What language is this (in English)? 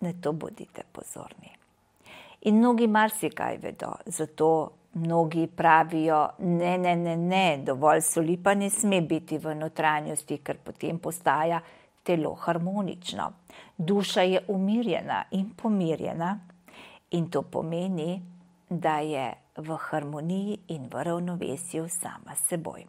Slovenian